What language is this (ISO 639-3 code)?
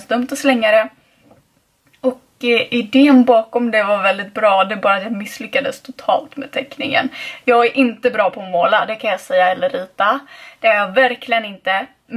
swe